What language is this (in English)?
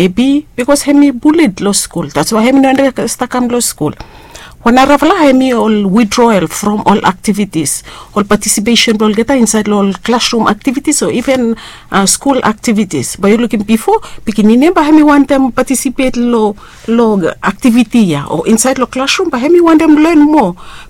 Bislama